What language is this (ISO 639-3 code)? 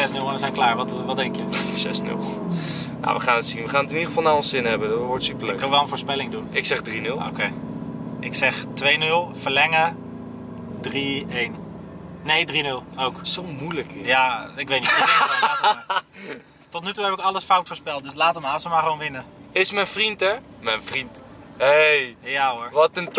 nld